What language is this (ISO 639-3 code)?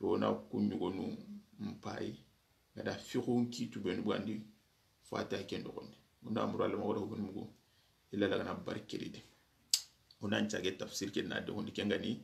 snk